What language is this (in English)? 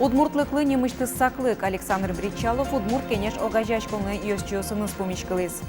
Udmurt